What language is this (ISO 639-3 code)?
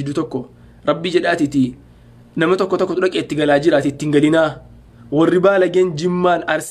orm